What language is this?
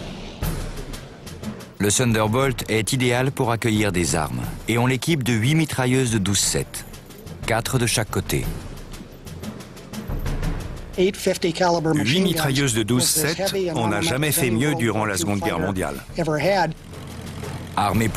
French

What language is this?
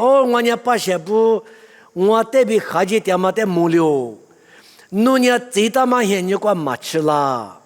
Lisu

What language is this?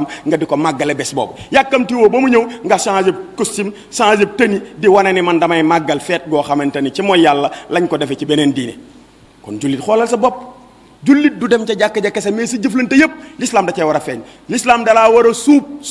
Wolof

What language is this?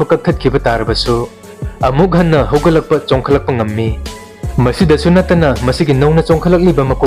Manipuri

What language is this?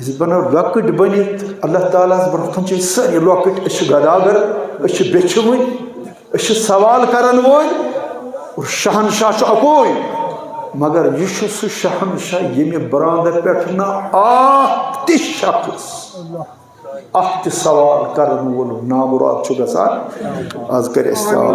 Kashmiri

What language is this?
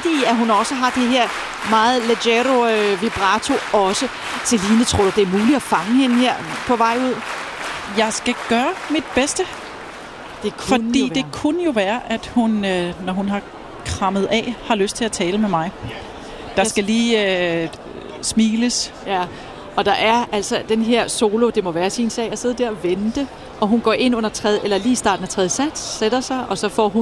Danish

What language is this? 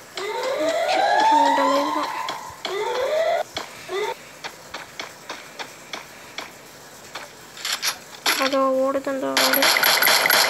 Tamil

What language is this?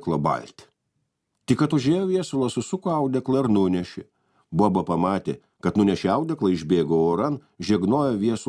Lithuanian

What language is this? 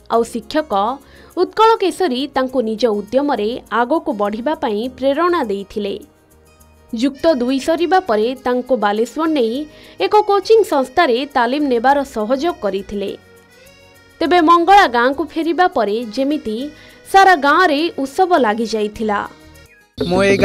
Odia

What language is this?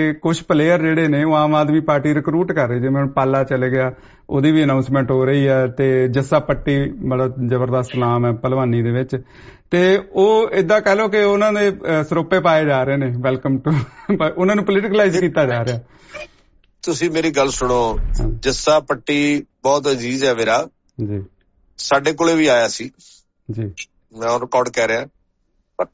Punjabi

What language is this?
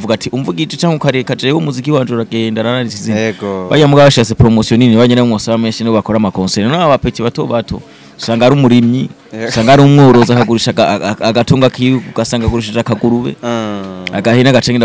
Rundi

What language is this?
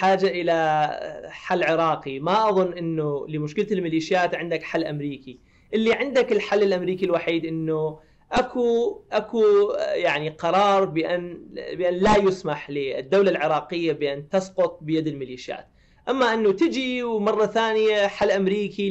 Mesopotamian Arabic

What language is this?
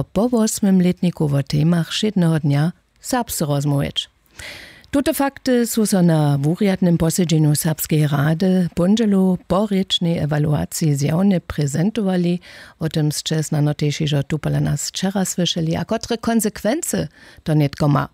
Upper Sorbian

